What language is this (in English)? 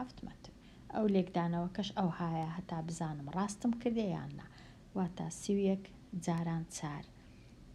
Central Kurdish